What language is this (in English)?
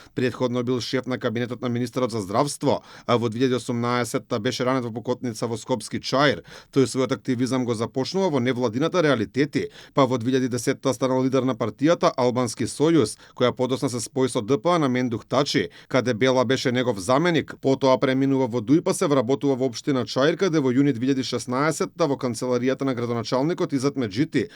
Macedonian